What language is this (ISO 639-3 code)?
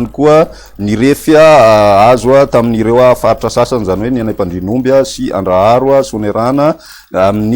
mlg